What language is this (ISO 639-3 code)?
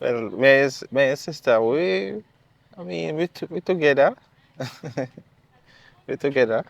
jam